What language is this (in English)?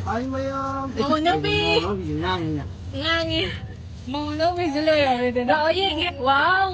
Manipuri